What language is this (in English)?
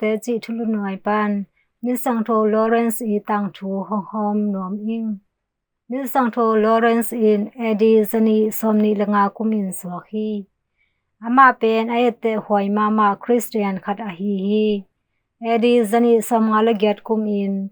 Tedim Chin